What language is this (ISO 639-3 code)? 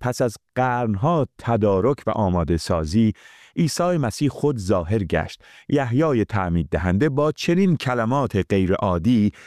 fas